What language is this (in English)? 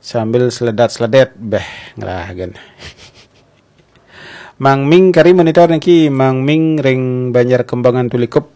Balinese